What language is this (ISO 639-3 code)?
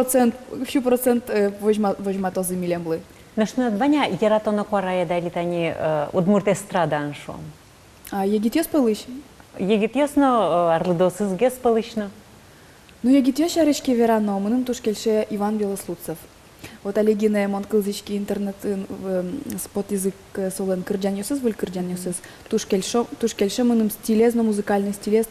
udm